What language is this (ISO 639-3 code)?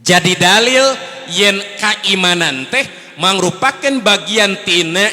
sun